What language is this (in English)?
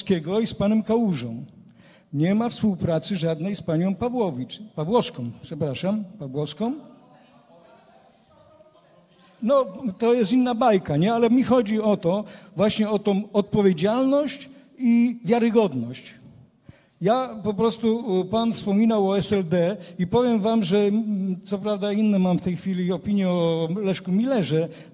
Polish